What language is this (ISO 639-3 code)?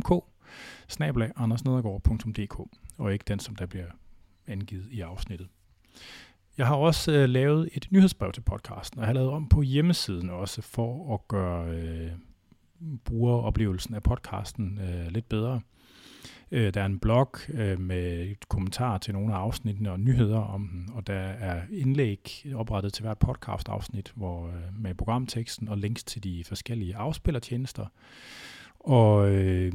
dan